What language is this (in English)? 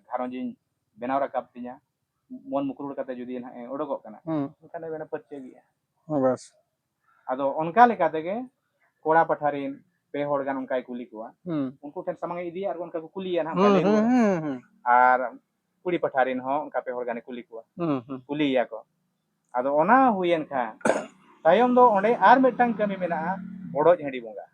Santali